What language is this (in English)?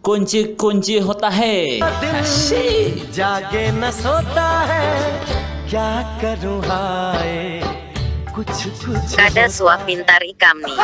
Banjar